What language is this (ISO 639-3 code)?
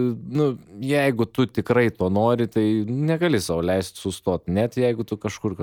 lit